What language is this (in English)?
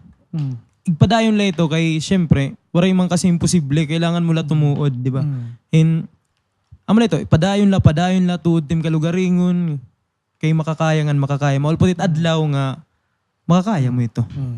Waray